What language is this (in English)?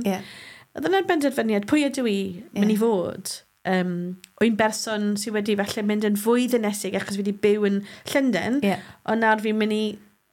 Welsh